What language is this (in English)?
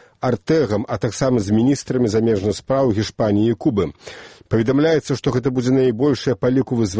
Belarusian